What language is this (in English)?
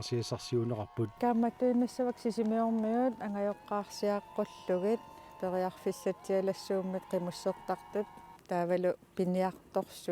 Kalaallisut